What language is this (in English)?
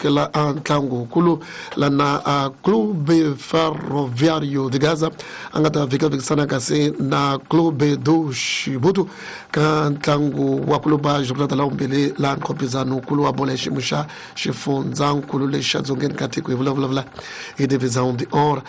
Tsonga